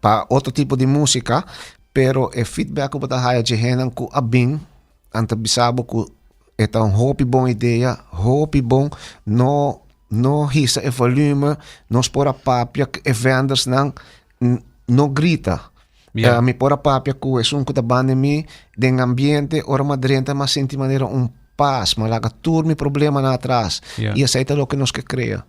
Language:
Papiamento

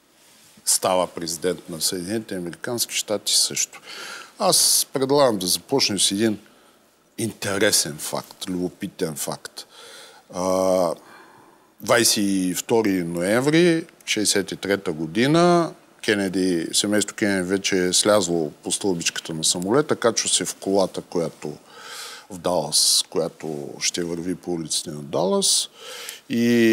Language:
Bulgarian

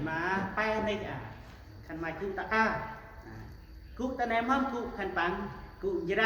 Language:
Central Mnong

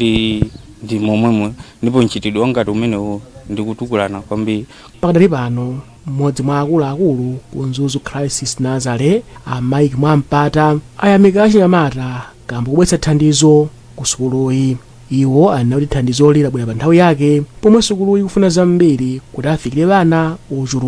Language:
Nyanja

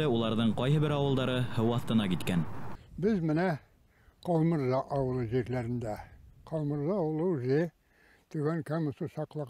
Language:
Bashkir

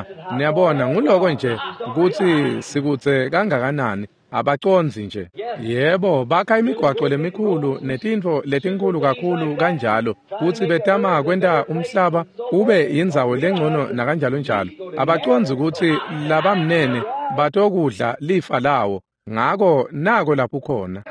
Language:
Swati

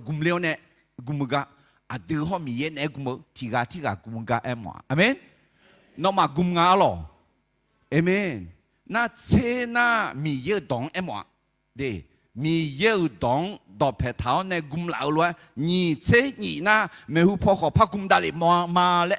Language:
Akha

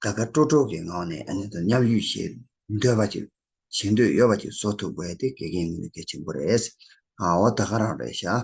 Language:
Tibetan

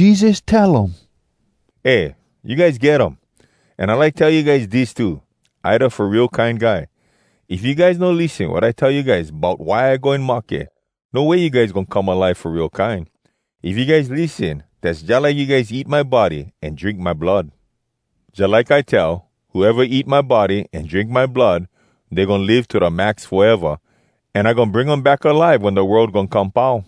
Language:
Hawai'i Creole English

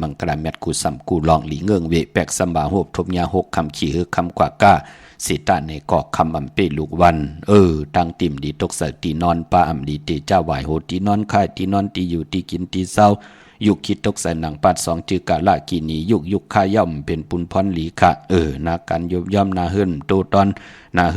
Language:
Shan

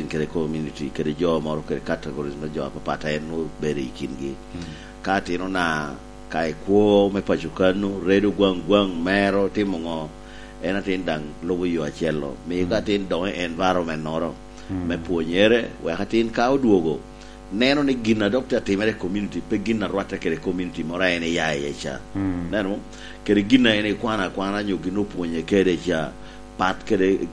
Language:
Lango (Uganda)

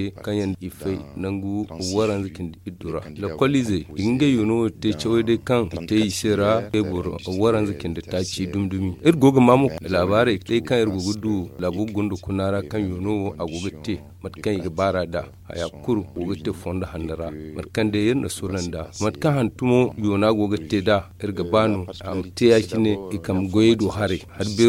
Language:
Zarma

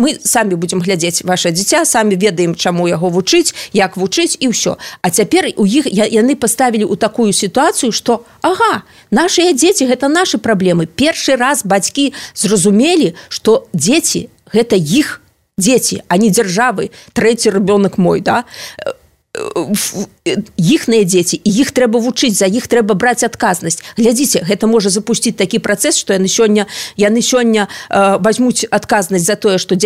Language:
Belarusian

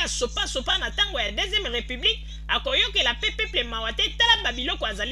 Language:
Lingala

